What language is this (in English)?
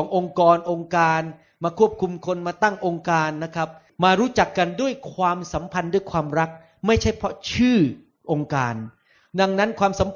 Thai